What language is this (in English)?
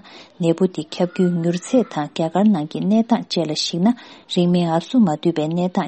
Tibetan